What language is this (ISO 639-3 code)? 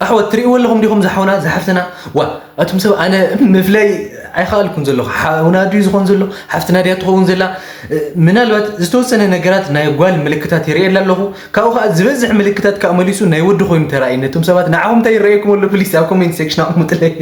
tir